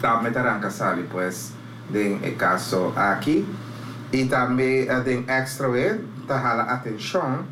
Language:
Papiamento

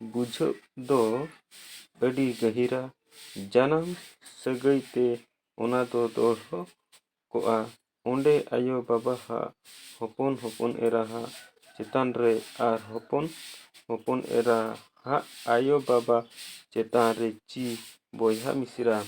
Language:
Santali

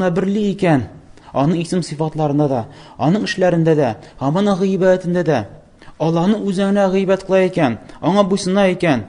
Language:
Tatar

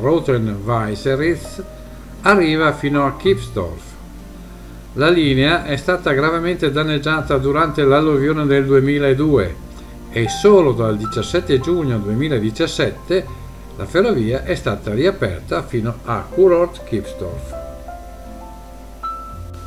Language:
Italian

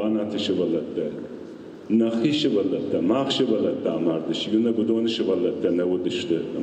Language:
Ossetic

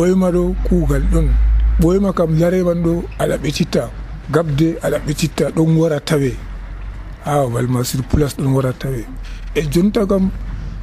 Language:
Nigerian Fulfulde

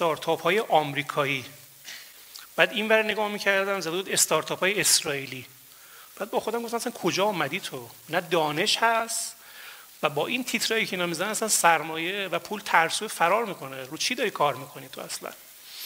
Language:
Persian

